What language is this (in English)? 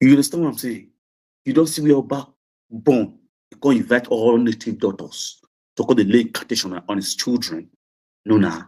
Nigerian Pidgin